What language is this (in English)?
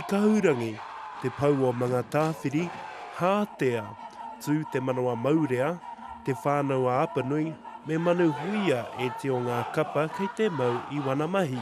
Māori